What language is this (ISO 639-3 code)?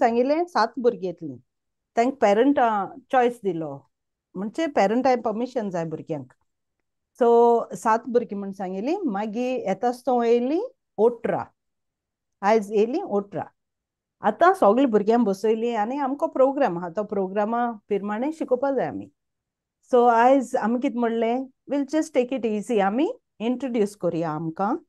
kok